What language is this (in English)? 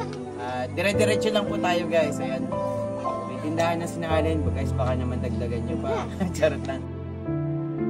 Filipino